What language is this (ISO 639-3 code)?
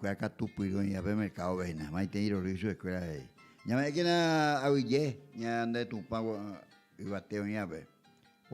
grn